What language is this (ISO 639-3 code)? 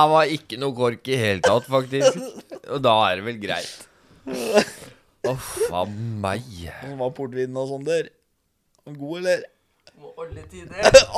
nor